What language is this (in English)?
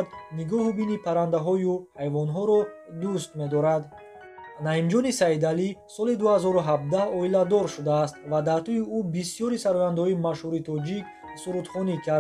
Tajik